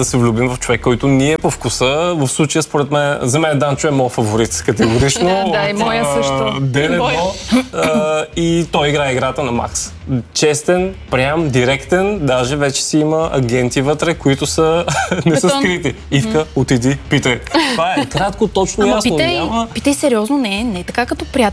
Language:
Bulgarian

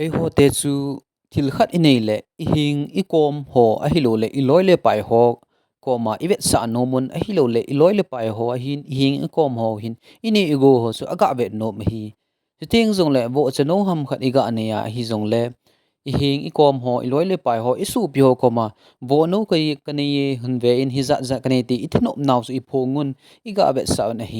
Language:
Thado Chin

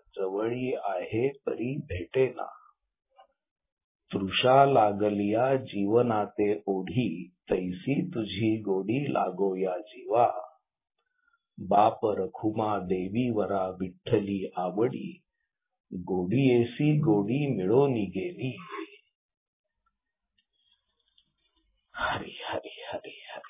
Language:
Marathi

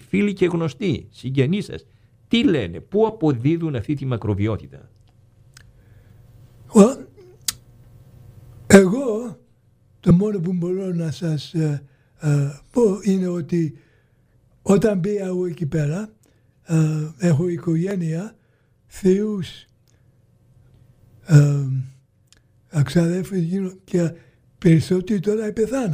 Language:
Greek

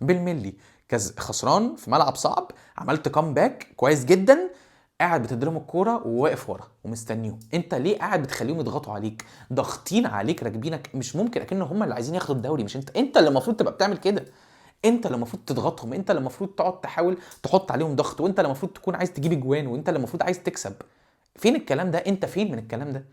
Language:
Egyptian Arabic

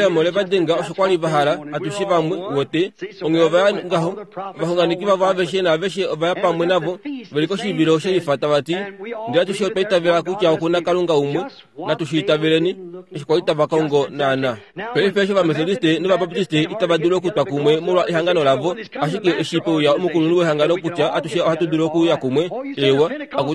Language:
Kuanyama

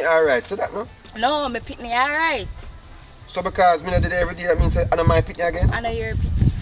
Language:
Jamaican Creole English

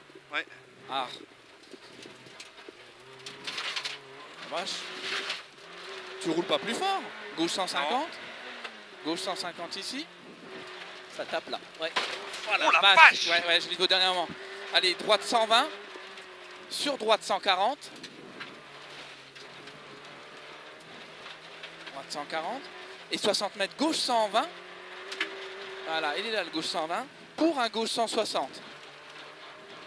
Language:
French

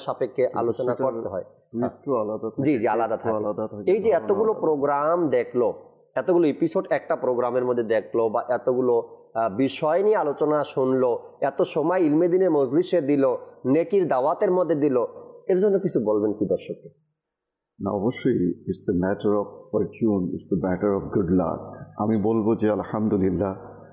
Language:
Bangla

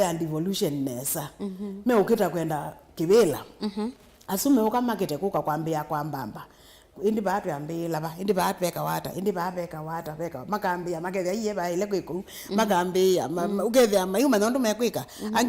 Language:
Kamba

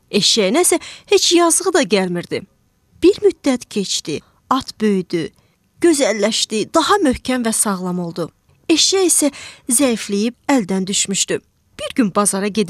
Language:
Azerbaijani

